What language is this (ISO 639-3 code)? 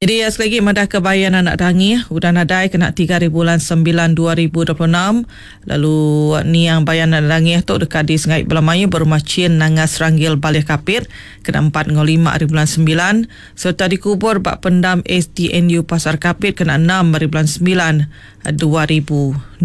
iba